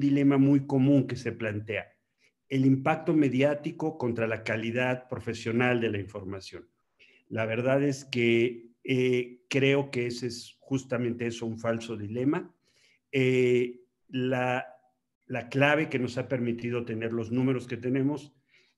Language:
Spanish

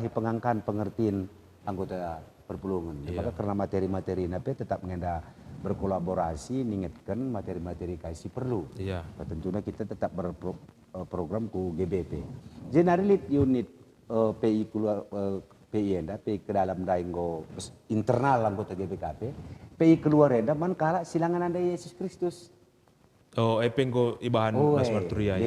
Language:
Batak Karo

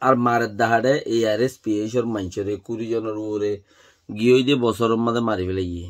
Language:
Rohingya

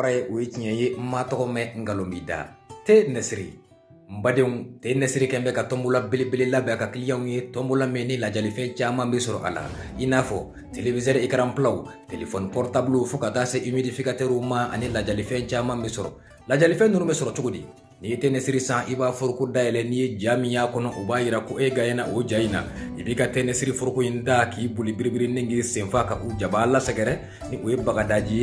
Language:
Bambara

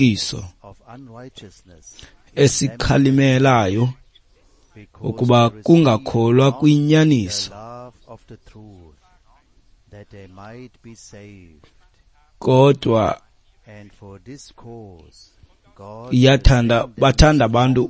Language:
Xhosa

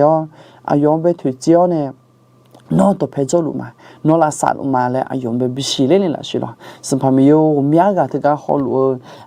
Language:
Akha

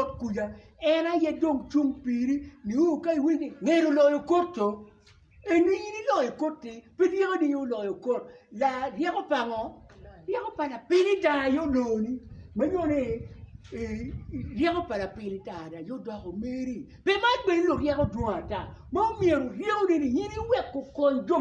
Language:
Acoli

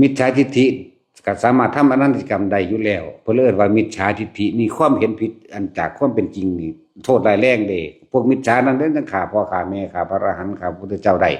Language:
Lao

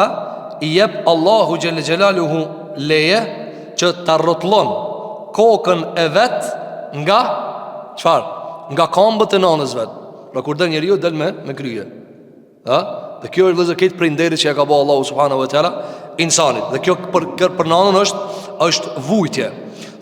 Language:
Albanian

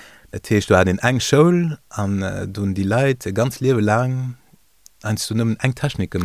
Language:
Luxembourgish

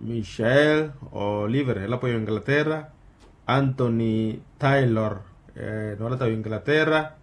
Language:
Makhuwa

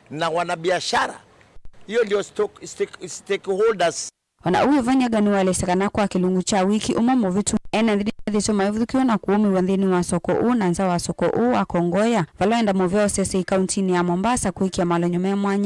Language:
Kamba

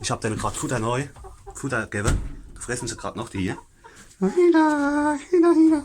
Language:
Palatine German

